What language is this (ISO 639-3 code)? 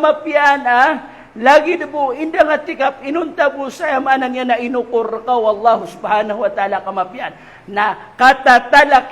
mrw